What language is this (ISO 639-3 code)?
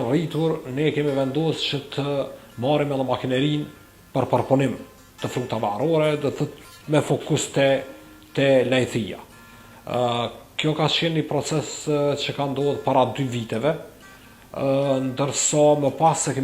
sqi